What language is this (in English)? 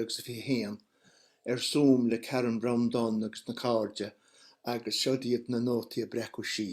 Irish